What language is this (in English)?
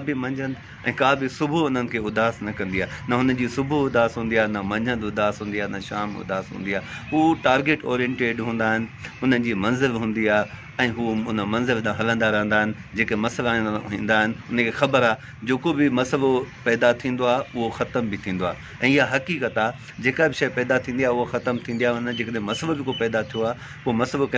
Sindhi